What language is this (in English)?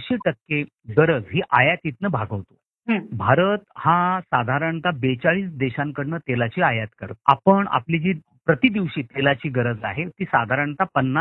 Marathi